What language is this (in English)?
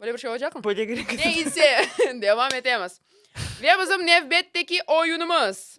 Crimean Tatar